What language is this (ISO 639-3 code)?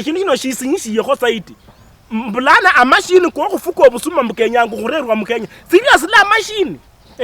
luy